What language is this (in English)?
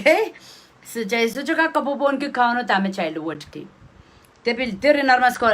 Pohnpeian